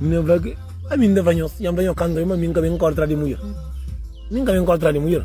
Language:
Kabuverdianu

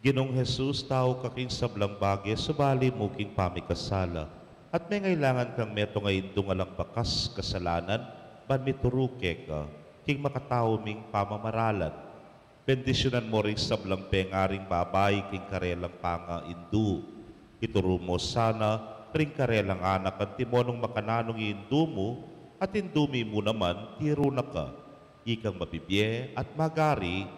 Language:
Pampanga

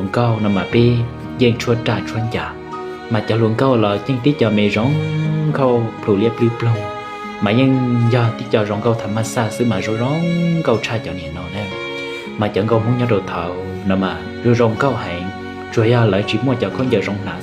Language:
Hmong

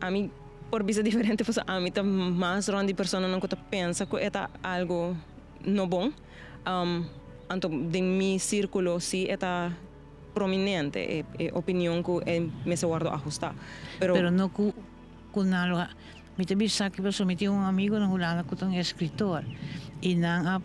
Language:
Papiamento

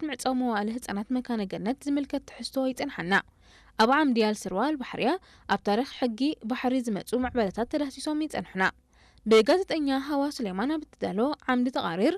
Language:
Tigrinya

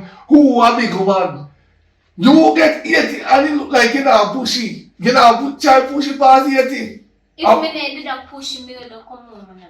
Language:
Jamaican Creole English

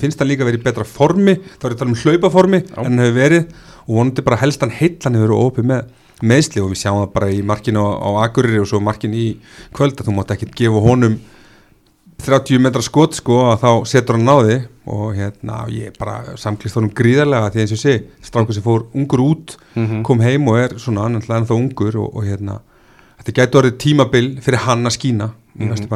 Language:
Icelandic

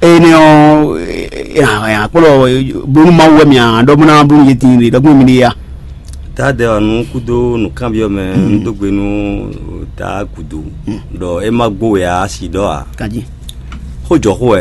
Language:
Fon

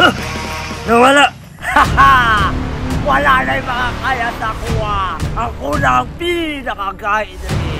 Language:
Cebuano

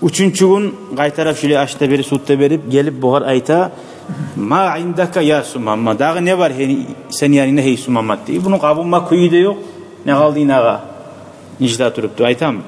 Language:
Kumyk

